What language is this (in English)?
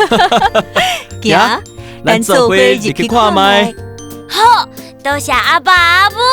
Min Nan Chinese